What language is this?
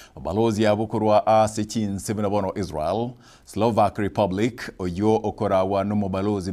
Gusii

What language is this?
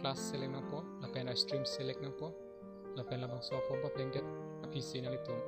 Karbi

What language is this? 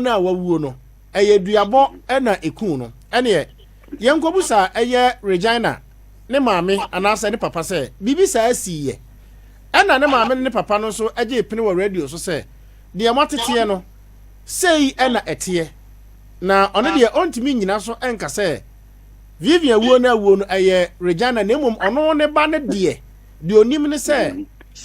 Akan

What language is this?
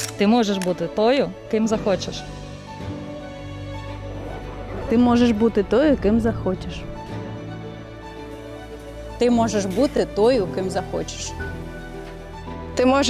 Ukrainian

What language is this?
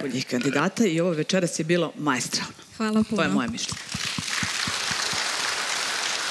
Serbian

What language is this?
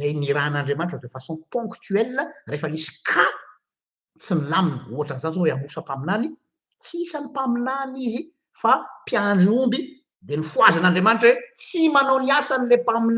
Malagasy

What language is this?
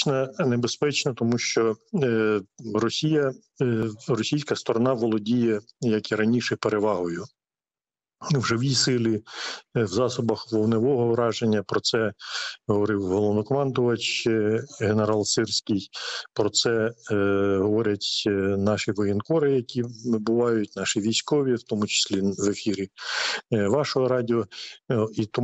Ukrainian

